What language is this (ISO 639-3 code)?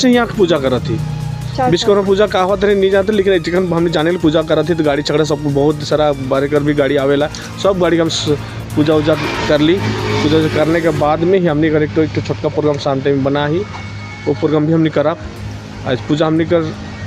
sck